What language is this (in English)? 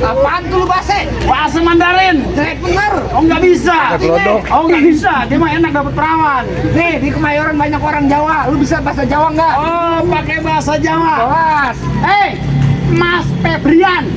Betawi